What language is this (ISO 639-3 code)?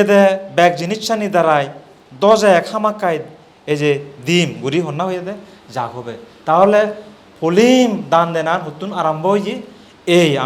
ccp